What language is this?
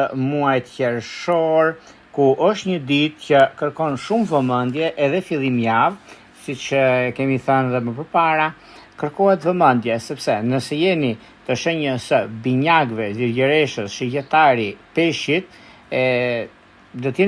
Albanian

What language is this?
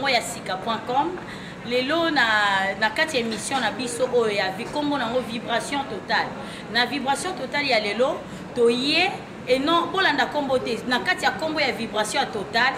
Lingala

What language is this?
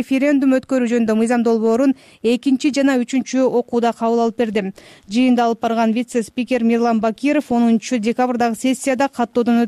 Kyrgyz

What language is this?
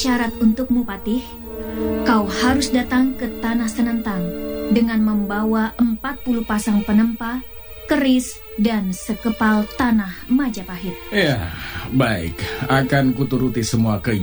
Indonesian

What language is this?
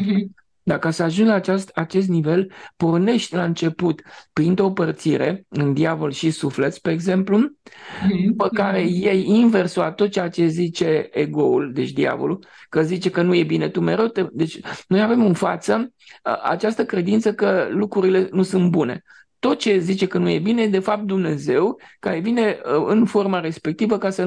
Romanian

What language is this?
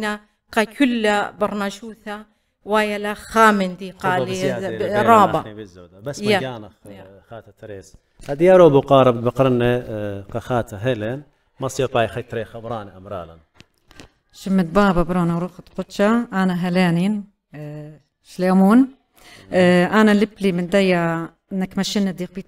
Assyrian Neo-Aramaic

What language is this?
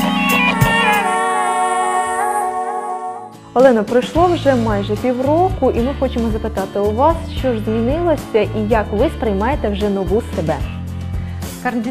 Ukrainian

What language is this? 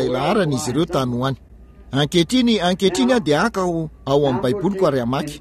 Malagasy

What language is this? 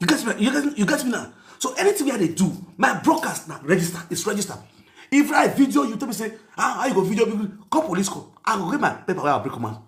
Nigerian Pidgin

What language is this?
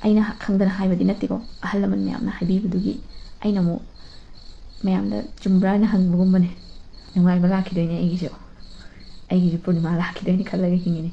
Manipuri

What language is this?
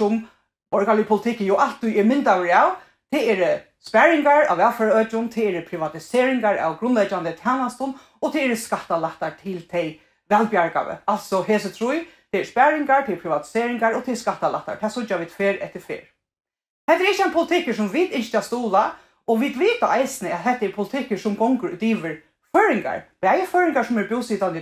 Faroese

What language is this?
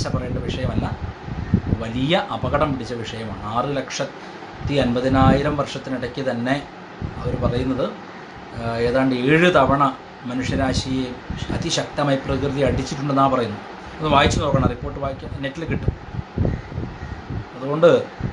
Malayalam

